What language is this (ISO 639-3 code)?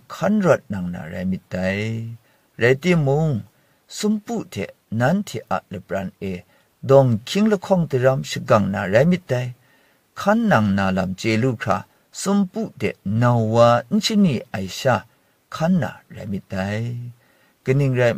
kac